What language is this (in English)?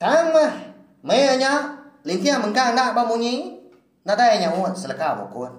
Iban